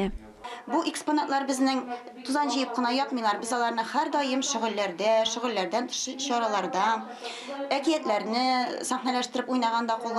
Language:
Tatar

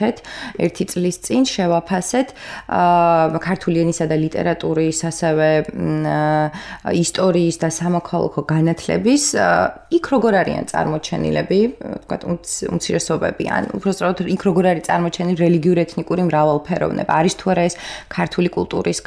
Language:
Georgian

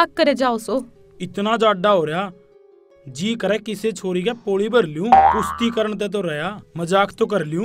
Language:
Haryanvi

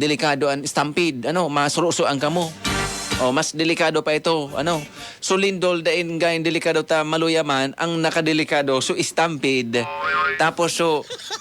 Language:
Bikol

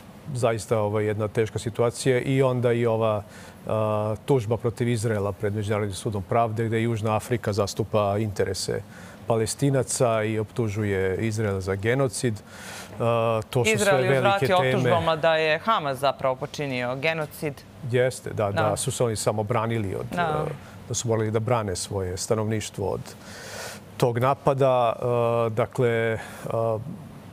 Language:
Serbian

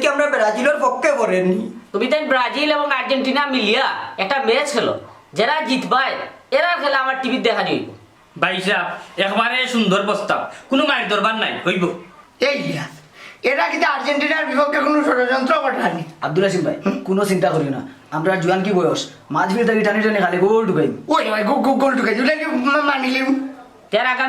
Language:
Sylheti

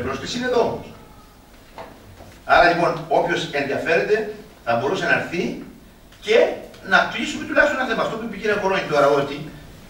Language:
Greek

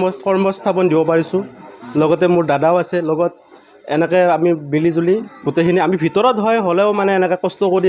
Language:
Assamese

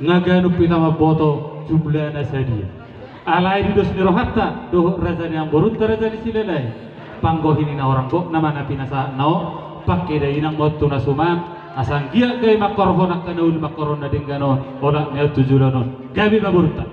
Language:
Batak Toba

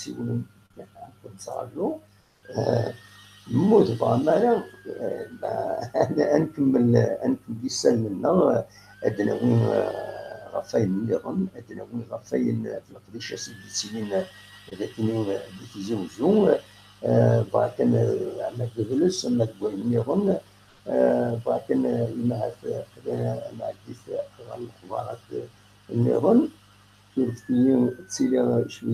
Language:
Kabyle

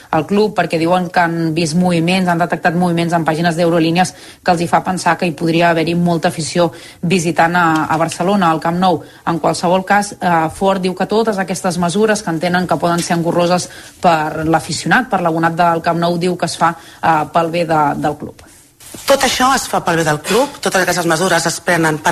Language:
Catalan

